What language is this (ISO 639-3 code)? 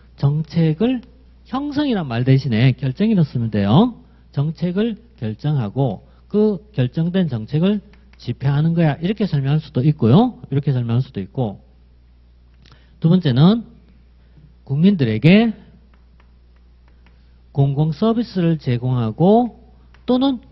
kor